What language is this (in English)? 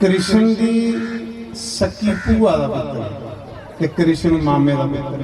Dogri